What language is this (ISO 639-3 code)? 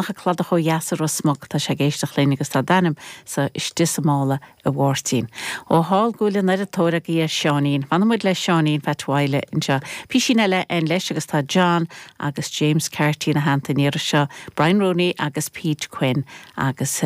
gle